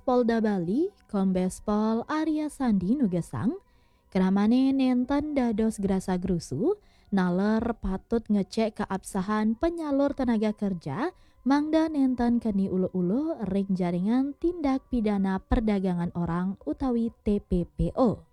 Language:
Balinese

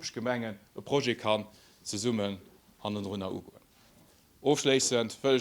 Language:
Luxembourgish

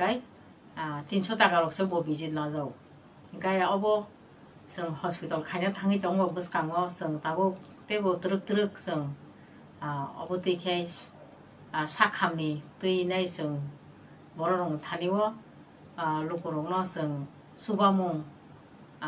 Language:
Kok Borok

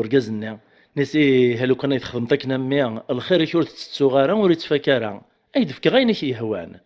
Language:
Kabyle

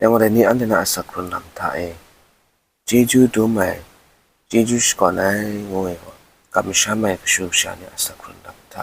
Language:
Kachin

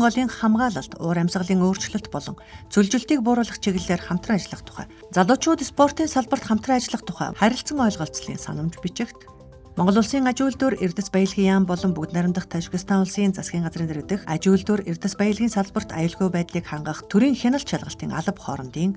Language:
Mongolian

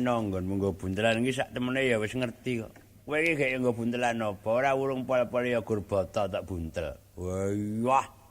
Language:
Javanese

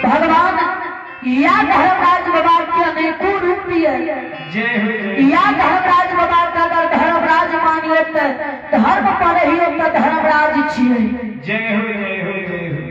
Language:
Maithili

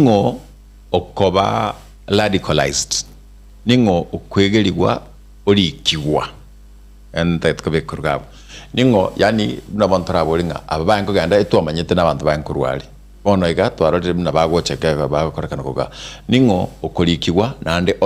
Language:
Gusii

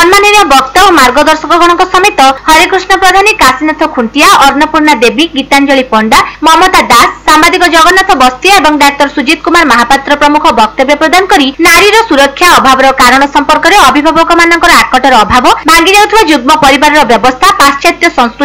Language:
Odia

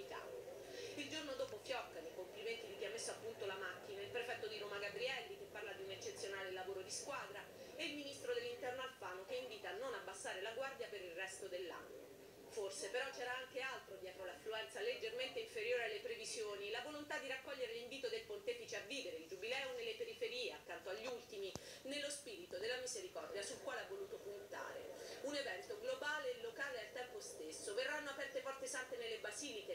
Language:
Italian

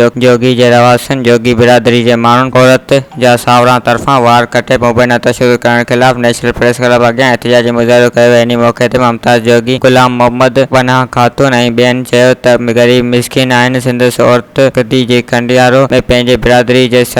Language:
Sindhi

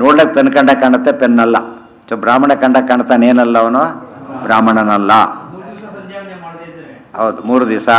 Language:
Kannada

